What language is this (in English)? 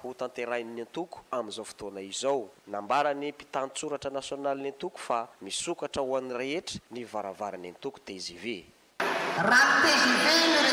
Malagasy